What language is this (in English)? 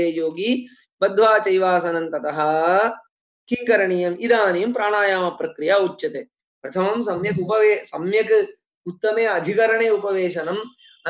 Sanskrit